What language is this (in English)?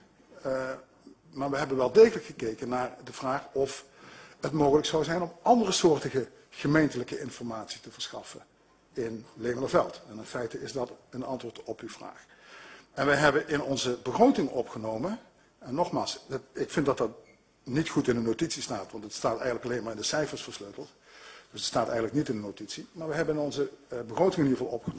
Dutch